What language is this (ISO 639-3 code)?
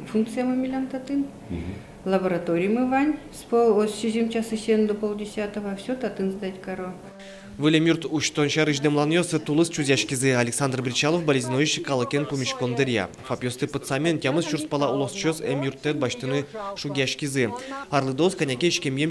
udm